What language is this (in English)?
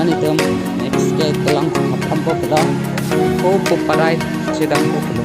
Karbi